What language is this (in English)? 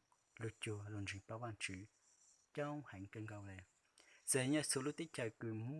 Hmong